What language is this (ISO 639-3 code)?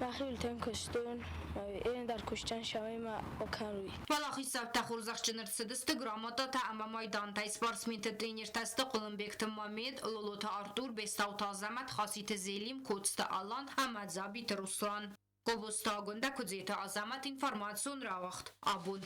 oss